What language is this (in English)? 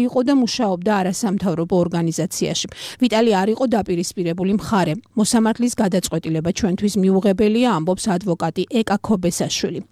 Georgian